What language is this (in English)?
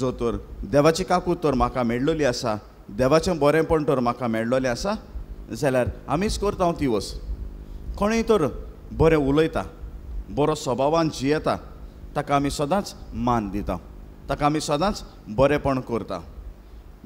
Konkani